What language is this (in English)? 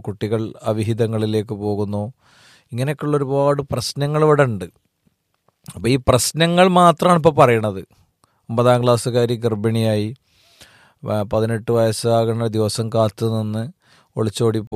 Malayalam